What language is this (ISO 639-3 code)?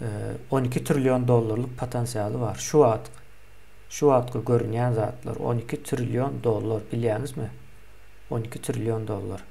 tuk